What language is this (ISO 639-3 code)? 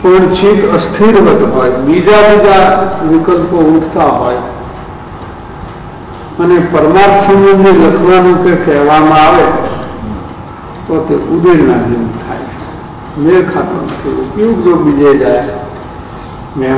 guj